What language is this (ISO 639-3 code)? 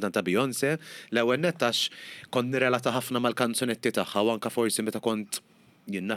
mlt